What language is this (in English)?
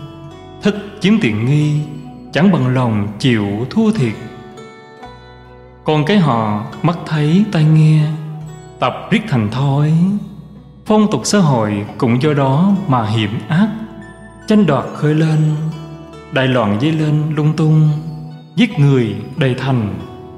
Vietnamese